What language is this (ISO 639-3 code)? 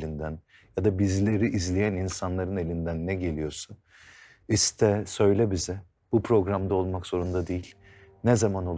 tur